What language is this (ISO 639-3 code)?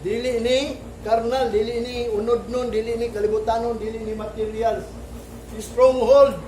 ceb